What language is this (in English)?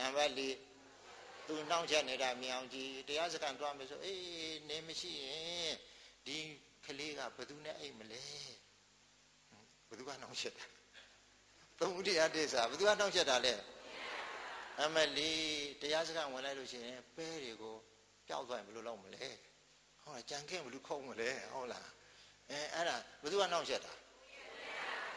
Burmese